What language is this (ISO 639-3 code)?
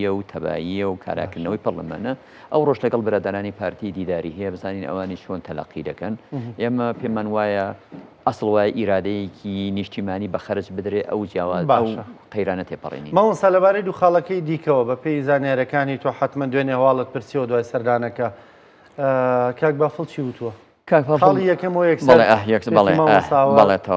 ckb